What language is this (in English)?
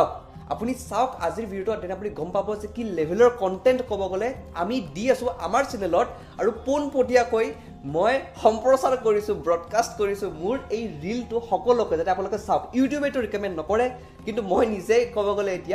Assamese